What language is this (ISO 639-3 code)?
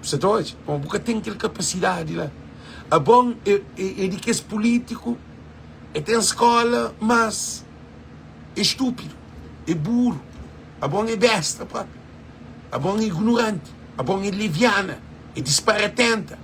kea